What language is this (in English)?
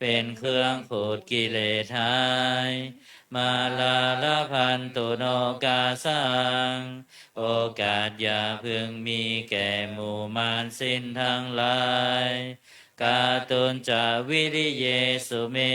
Pali